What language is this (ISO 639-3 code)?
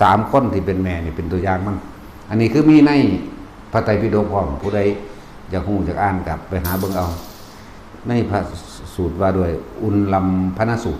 lao